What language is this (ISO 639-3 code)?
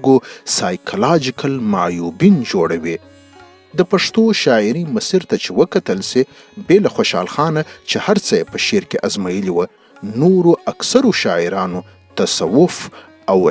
pus